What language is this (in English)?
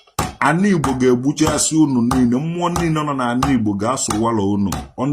Igbo